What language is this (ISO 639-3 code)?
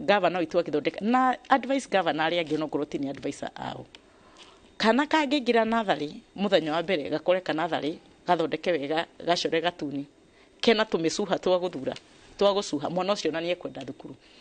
kik